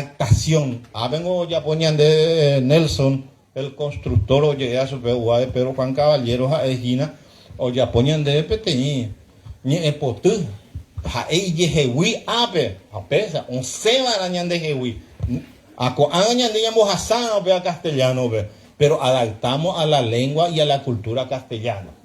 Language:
Guarani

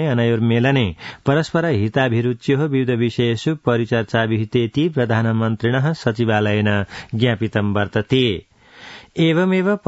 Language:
Sanskrit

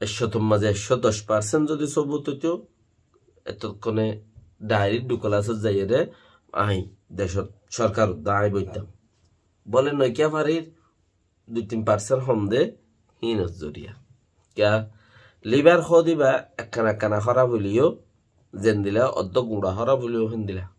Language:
Rohingya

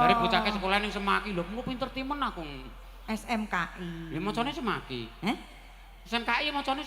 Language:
Javanese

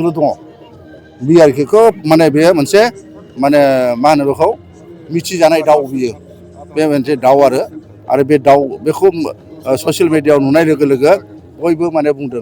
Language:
Bodo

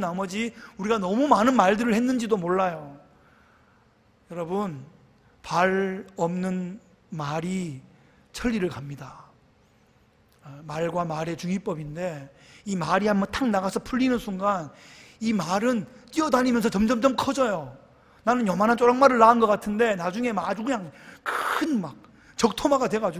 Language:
Korean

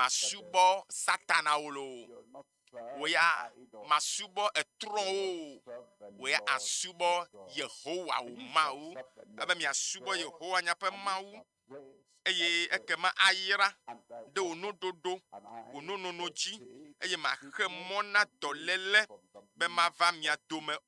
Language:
Ewe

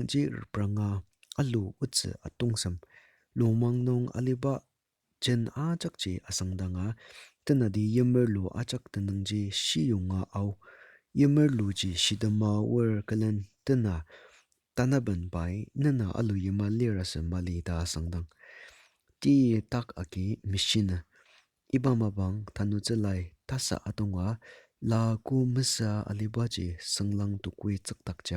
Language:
Ao Naga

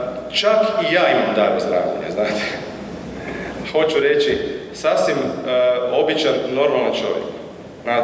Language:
Croatian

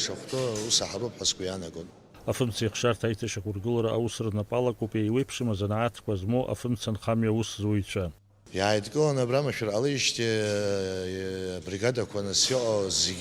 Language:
Abkhazian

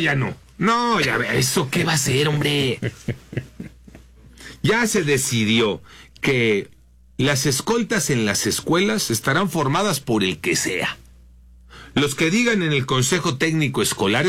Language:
Spanish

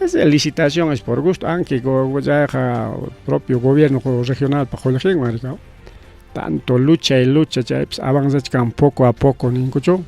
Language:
Ayacucho Quechua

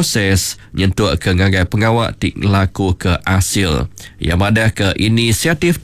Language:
Iban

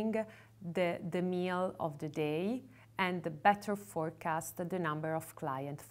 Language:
English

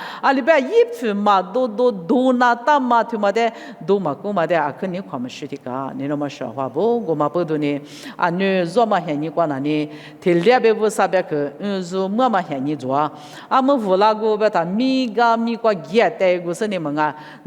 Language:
Lisu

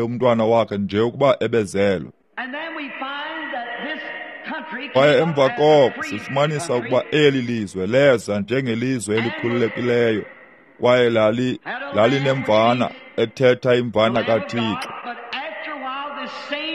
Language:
Xhosa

